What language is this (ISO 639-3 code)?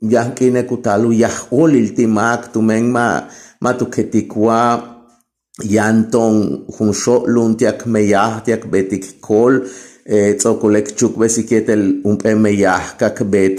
yua